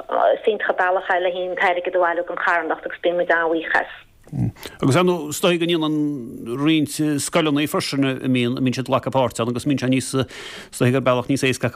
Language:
Irish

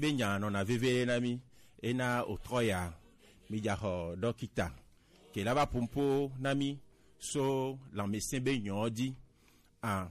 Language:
Gen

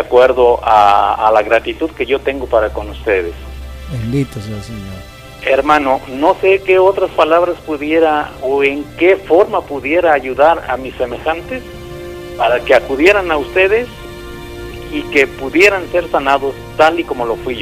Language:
Spanish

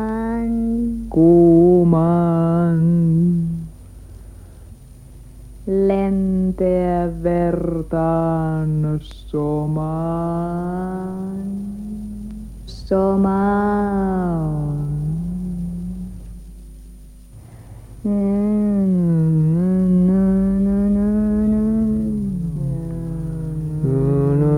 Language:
Finnish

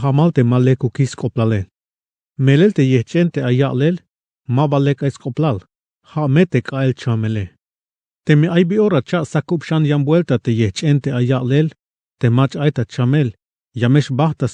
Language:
Tzeltal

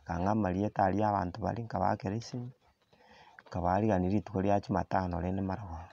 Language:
Gusii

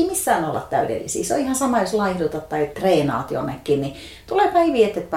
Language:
Finnish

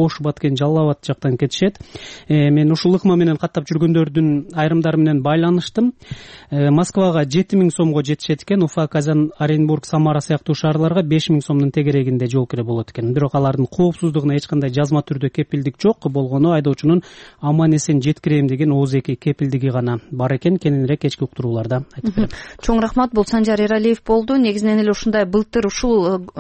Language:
Kyrgyz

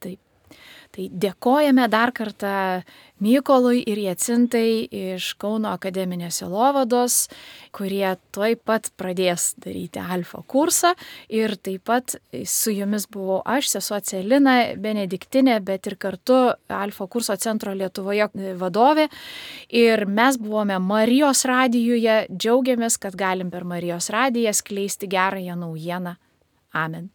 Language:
Lithuanian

